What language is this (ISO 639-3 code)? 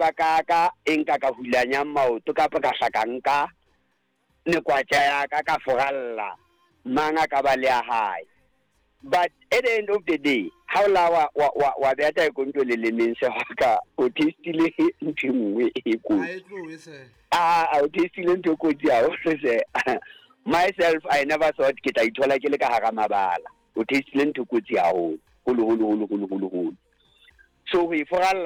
sot